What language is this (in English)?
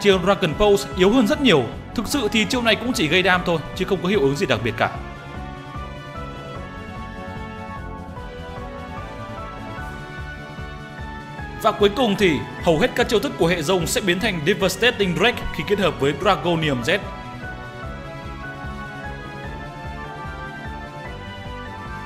Vietnamese